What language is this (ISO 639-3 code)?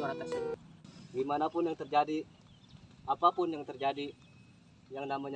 bew